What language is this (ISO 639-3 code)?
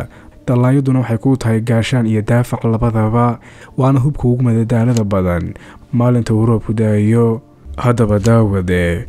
som